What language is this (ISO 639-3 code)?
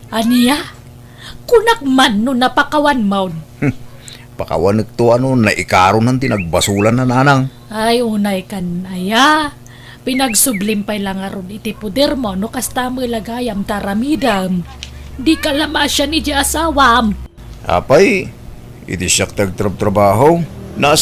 ilo